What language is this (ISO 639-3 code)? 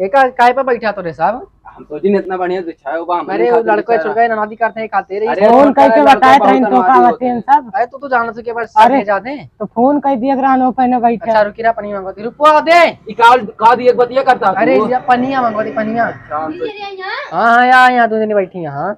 awa